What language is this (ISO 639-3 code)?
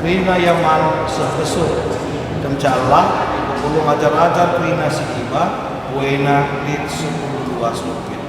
btx